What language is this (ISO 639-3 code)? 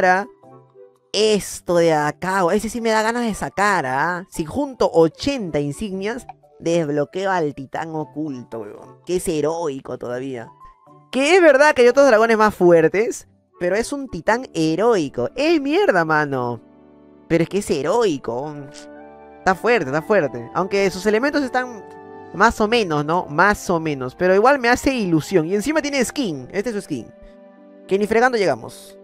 spa